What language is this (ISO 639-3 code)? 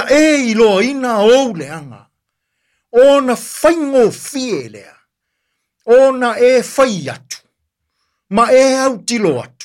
smo